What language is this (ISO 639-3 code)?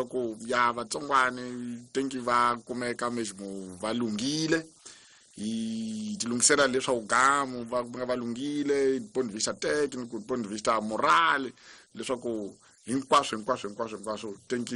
tso